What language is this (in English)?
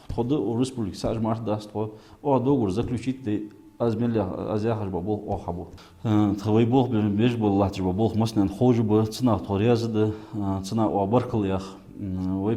Ingush